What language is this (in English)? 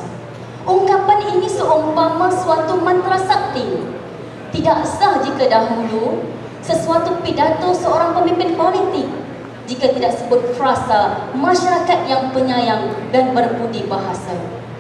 Malay